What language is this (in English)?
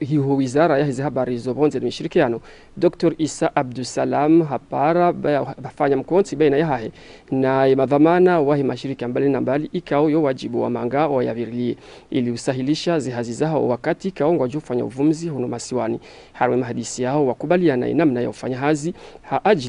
Ngazidja Comorian